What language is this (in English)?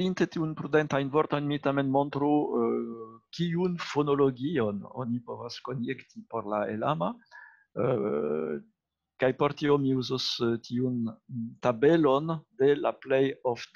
Esperanto